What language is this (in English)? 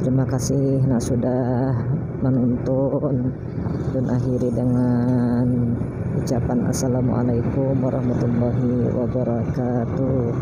Banjar